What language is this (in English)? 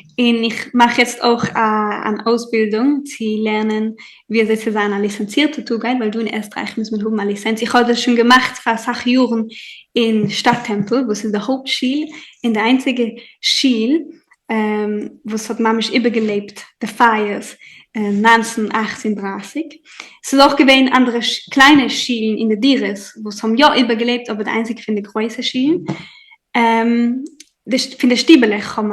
Yiddish